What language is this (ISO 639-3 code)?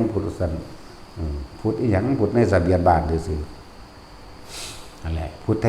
tts